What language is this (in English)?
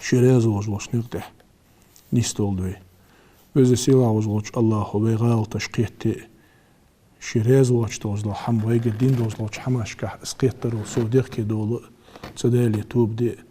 Ingush